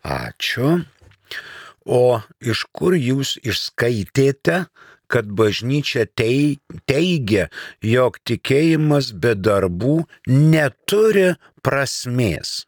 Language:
Lithuanian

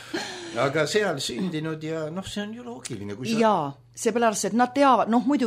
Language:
Estonian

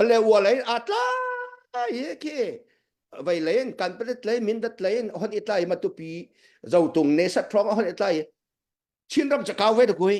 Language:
Hakha Chin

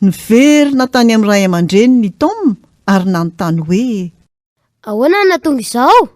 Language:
Malagasy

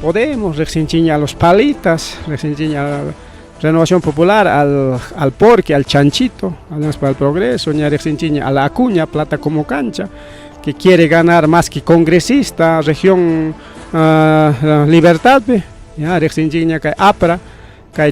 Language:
Ayacucho Quechua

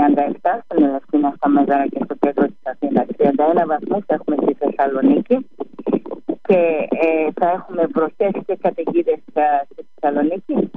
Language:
Greek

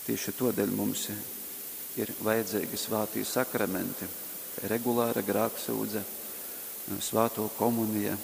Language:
Latgalian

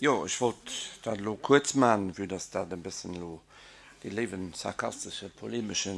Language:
Luxembourgish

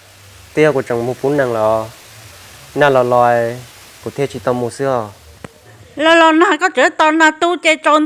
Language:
Hmong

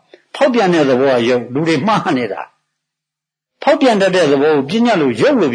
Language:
Burmese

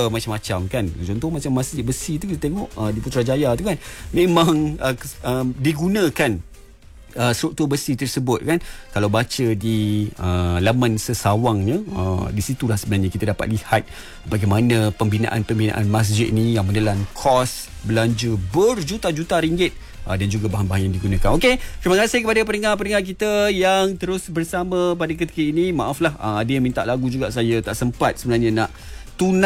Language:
Malay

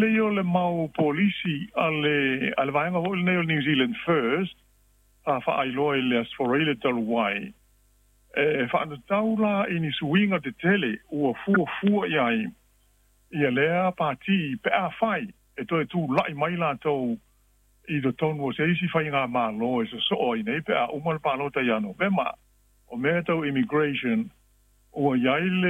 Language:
Samoan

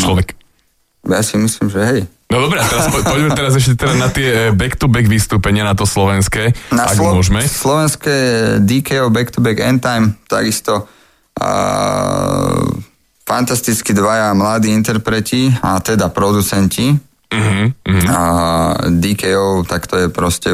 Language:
Slovak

